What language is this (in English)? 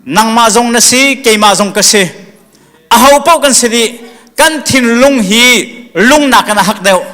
Hakha Chin